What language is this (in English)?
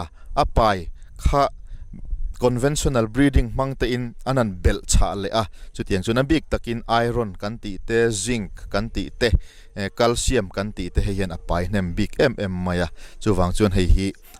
Mizo